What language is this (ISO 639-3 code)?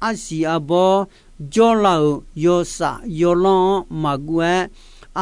ahk